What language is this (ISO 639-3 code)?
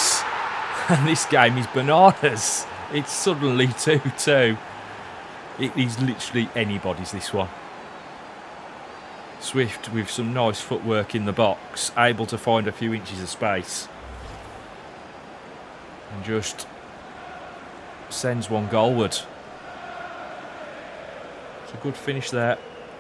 eng